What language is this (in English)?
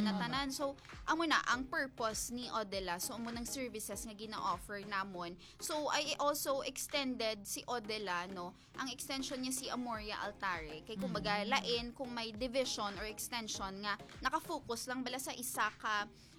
Hiligaynon